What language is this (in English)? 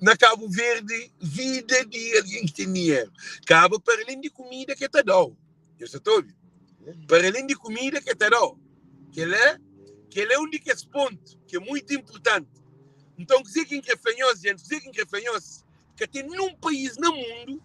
Kabuverdianu